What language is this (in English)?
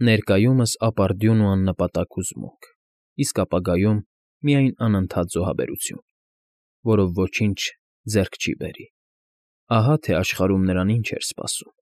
Armenian